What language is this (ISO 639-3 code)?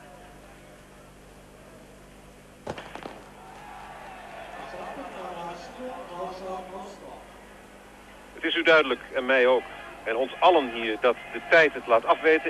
nld